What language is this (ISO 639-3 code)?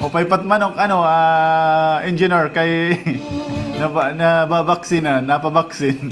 war